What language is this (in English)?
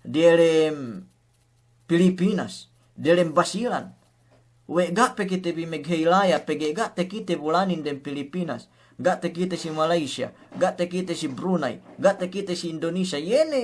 Yakan